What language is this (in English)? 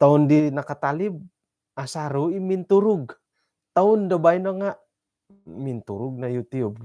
Central Dusun